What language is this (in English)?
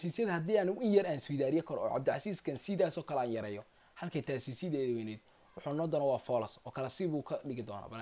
Somali